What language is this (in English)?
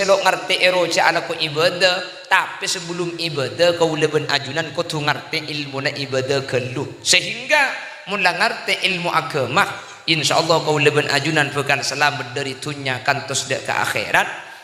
Madurese